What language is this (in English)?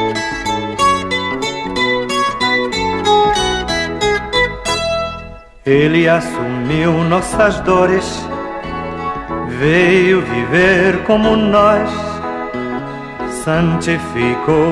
Portuguese